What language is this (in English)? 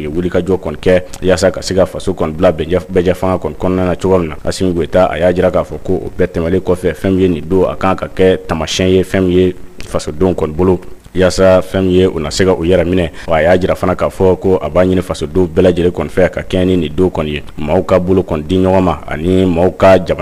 Bambara